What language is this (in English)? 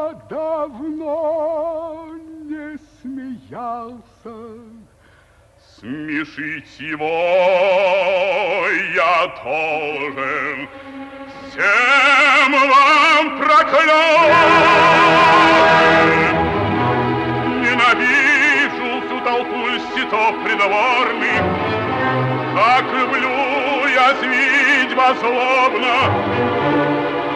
Russian